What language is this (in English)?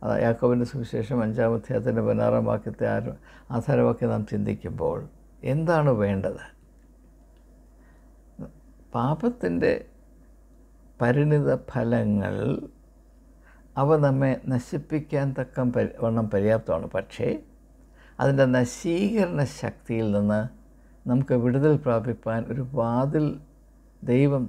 Malayalam